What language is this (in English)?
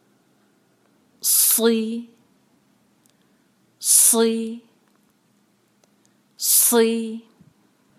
Urdu